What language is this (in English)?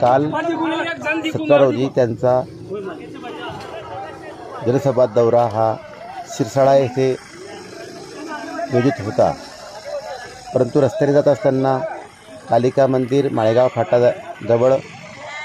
Marathi